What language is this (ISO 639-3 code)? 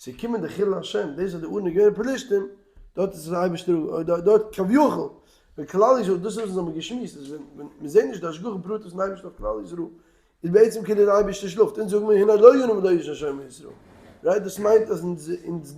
yid